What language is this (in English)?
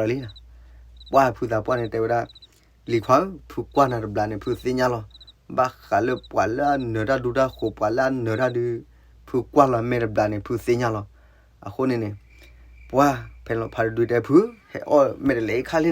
S'gaw Karen